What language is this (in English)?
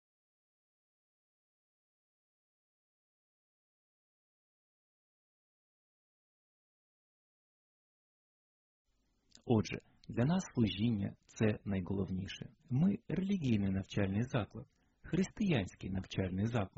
Ukrainian